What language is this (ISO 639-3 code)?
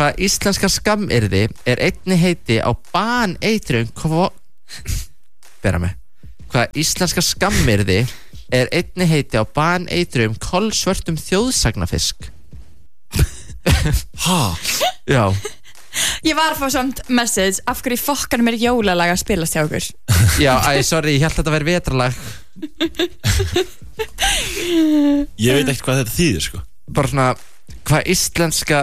isl